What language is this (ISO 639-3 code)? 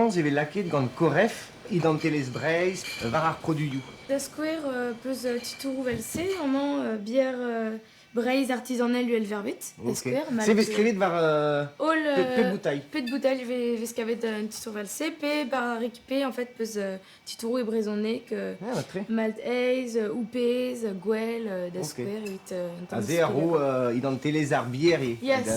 bre